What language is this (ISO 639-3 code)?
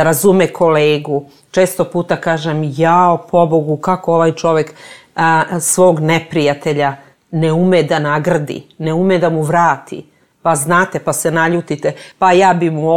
srp